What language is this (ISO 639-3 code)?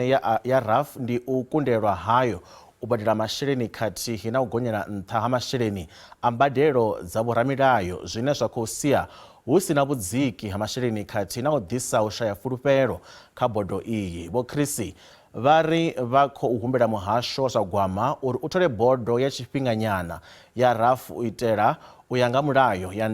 ven